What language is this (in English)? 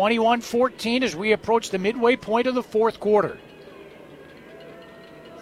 English